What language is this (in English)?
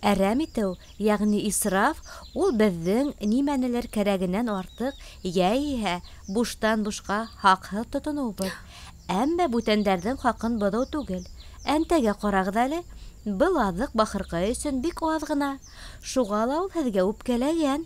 Bashkir